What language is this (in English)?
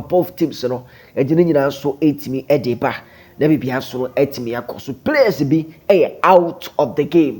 Akan